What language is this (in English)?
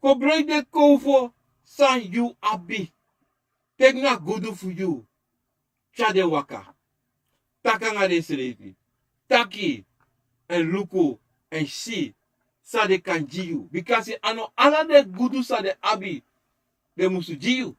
Sranan Tongo